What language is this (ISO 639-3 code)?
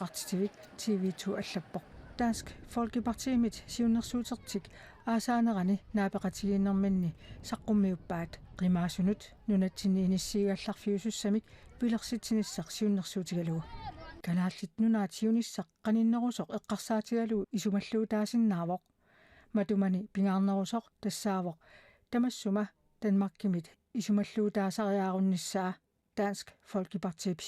kal